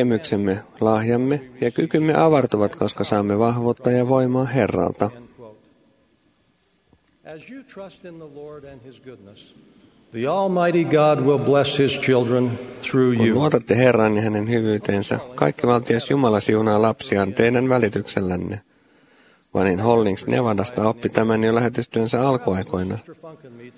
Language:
Finnish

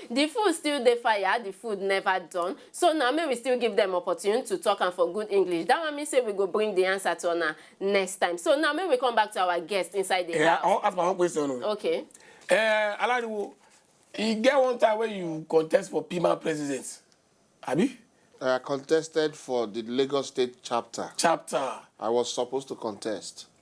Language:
Nigerian Pidgin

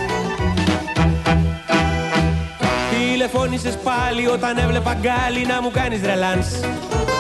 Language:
Greek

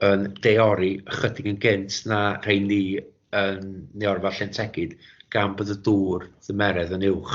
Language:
Welsh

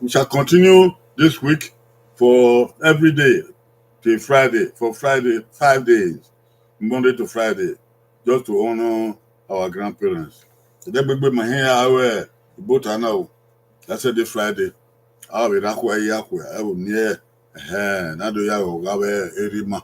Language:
Bini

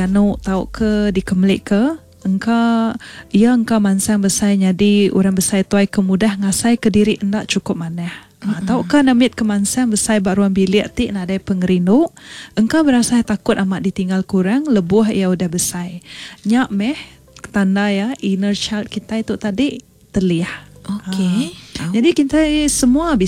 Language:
Iban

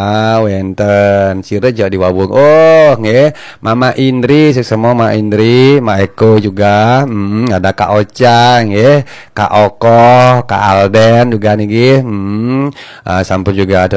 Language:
Balinese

